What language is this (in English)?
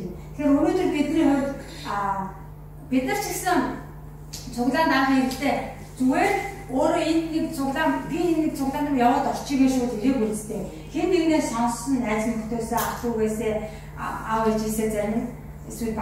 Mongolian